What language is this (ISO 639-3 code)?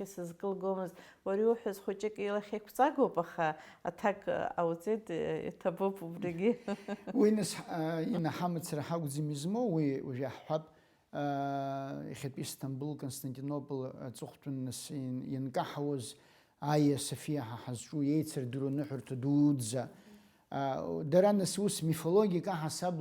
abk